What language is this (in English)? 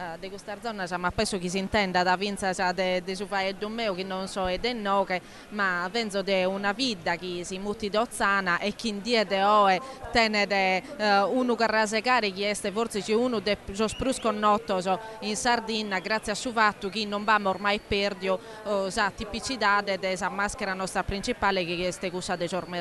Sardinian